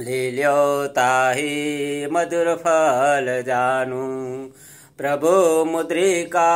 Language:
Sanskrit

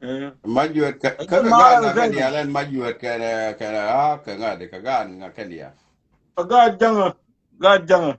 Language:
Nuer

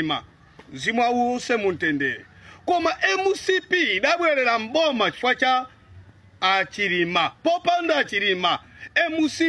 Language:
Nyanja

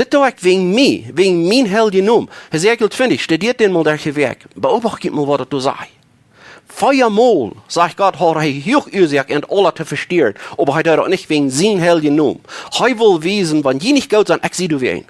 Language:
Plautdietsch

